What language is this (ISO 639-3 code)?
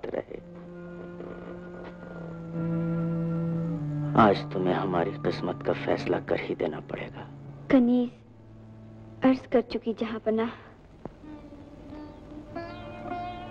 hin